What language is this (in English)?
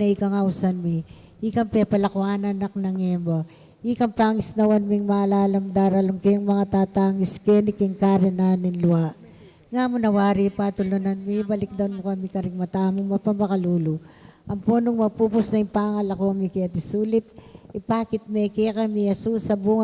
Pampanga